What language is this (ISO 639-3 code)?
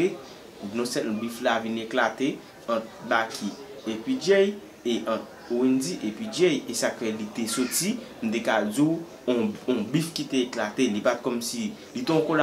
hat